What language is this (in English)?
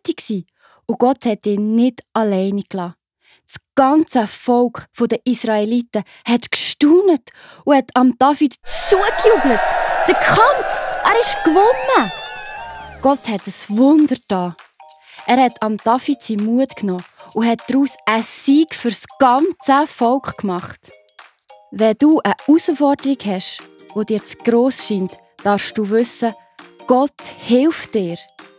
Swiss German